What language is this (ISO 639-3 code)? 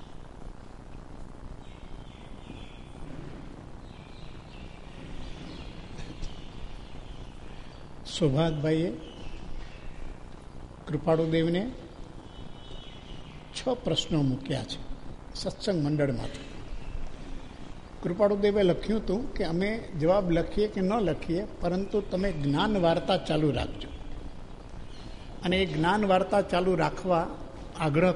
guj